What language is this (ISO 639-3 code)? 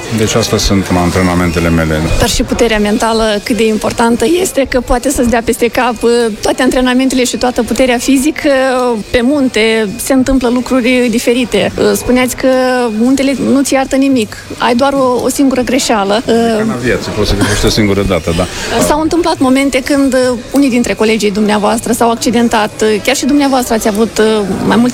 ron